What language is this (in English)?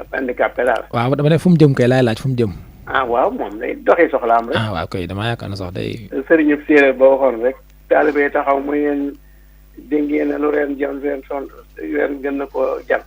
Wolof